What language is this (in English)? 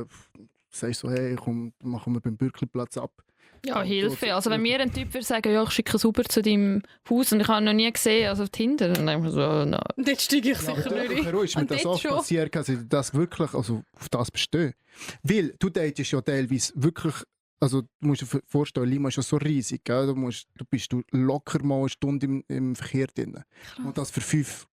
Swiss German